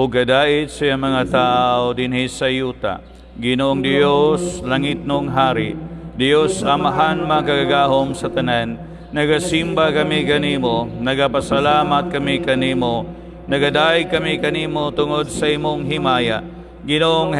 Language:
Cebuano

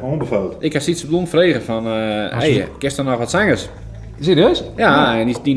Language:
Western Frisian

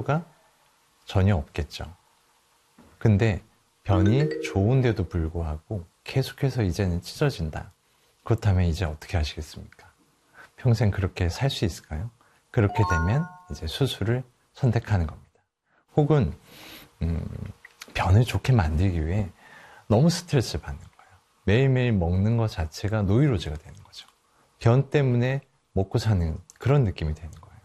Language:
Korean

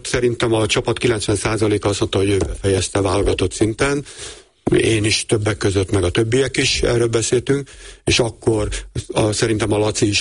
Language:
Hungarian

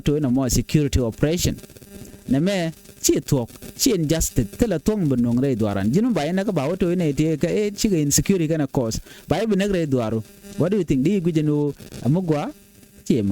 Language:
Nuer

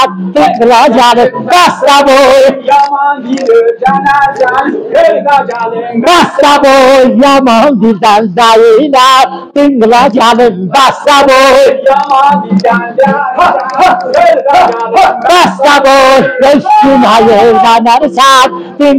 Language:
South Azerbaijani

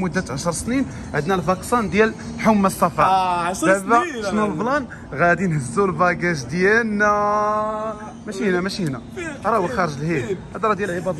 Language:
Moroccan Arabic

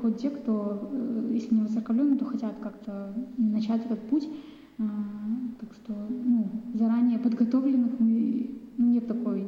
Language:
Russian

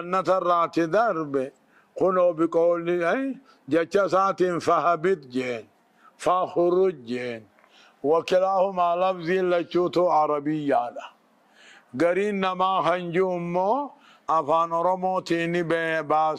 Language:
Oromo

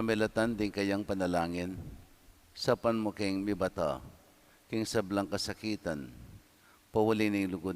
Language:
Pampanga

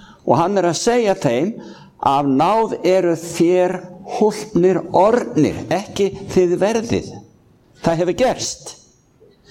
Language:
Icelandic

